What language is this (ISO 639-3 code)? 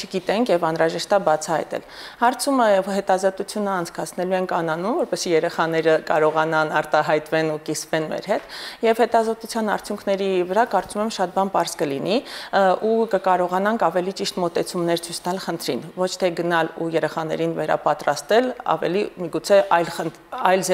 hye